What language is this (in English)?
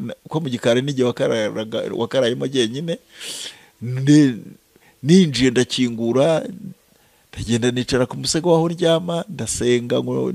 Kinyarwanda